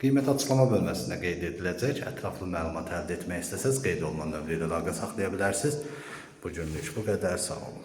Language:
Azerbaijani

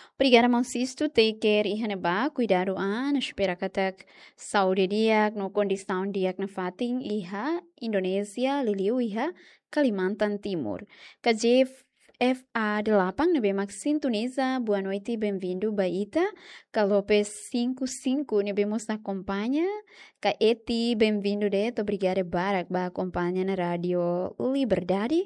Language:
Tetum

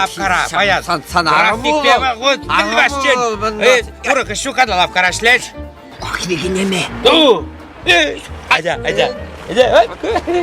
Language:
Chuvash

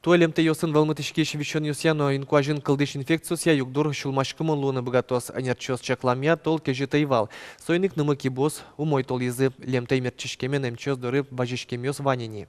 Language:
Udmurt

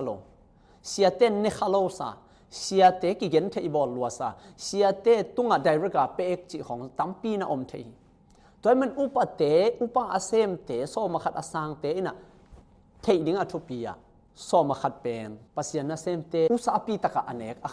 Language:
Tedim Chin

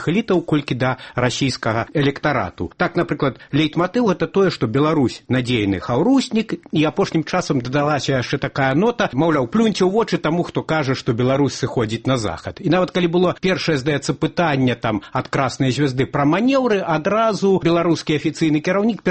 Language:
Belarusian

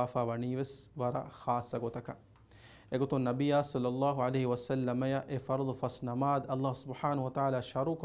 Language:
Divehi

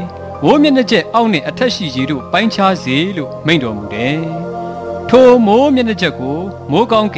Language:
Burmese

